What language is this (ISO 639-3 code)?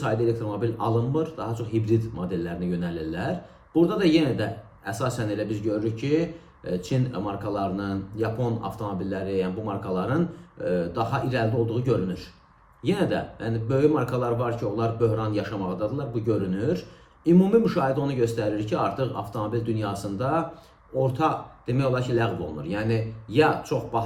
aze